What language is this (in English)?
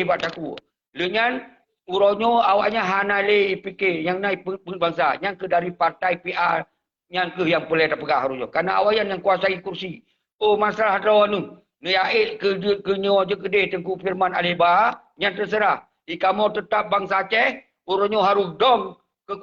Achinese